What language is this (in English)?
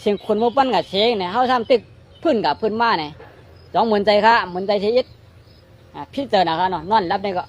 Shan